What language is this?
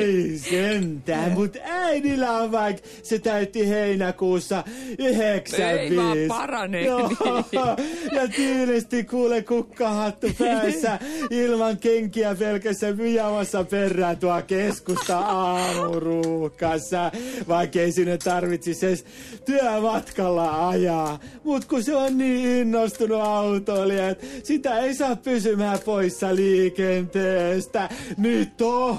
Finnish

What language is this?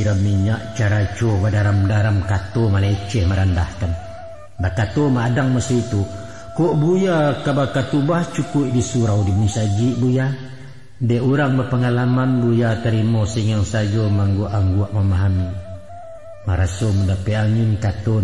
Minangkabau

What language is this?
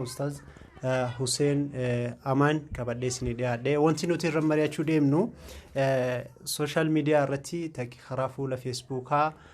Oromo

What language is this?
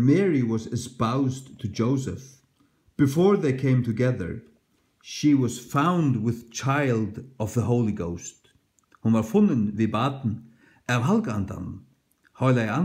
Faroese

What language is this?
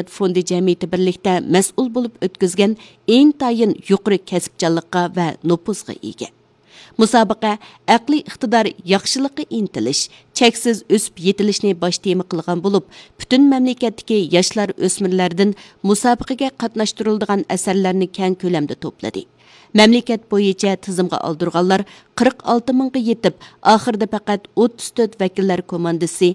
Uyghur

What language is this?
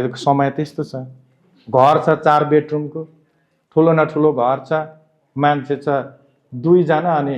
Nepali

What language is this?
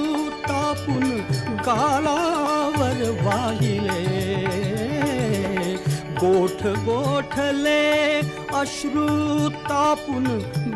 Marathi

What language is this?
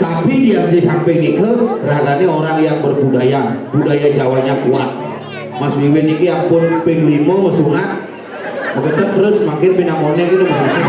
Balinese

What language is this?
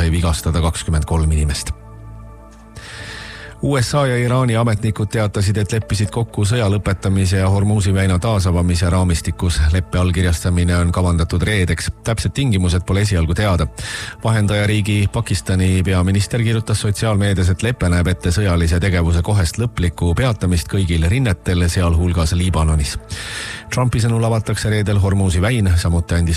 Estonian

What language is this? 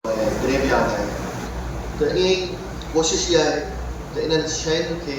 Sindhi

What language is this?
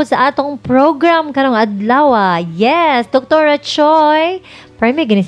Cebuano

